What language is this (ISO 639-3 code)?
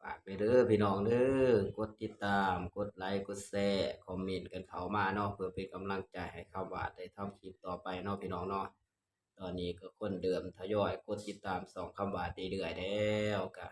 tts